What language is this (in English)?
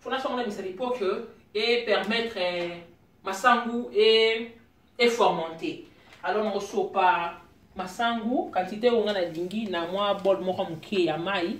Lingala